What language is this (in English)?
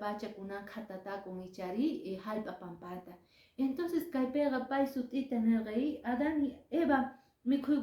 Quechua